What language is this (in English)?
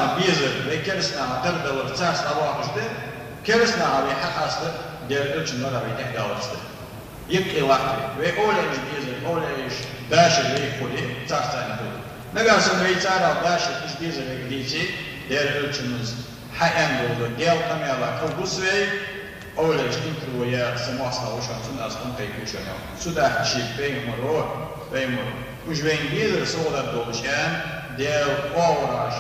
Ingush